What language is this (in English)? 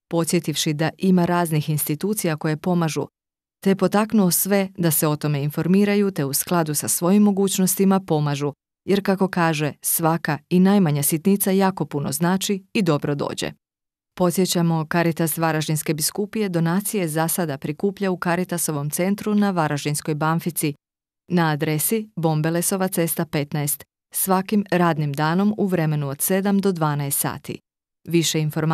Croatian